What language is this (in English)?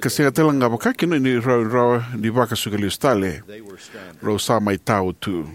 Fijian